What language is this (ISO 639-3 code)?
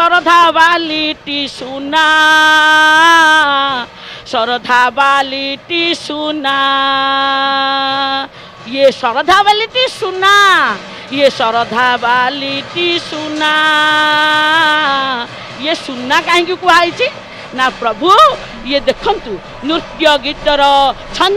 ori